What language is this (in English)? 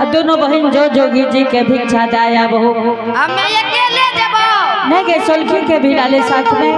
Angika